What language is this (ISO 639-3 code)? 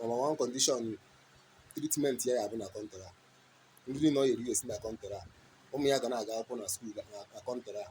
ibo